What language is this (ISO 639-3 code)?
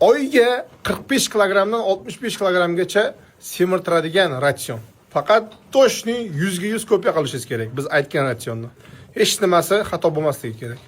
uzb